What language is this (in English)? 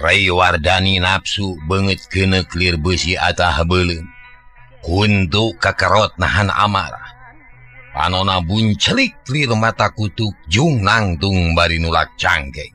Sundanese